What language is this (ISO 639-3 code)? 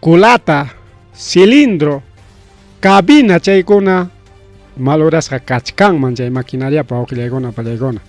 quy